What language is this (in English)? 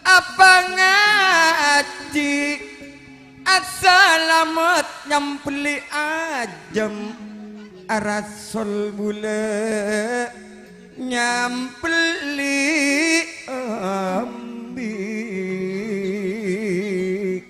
Madurese